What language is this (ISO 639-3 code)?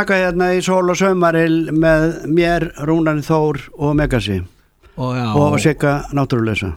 isl